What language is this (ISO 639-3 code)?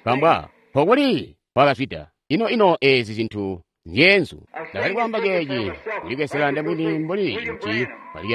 toi